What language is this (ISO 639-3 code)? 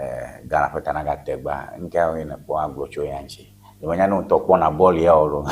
ewe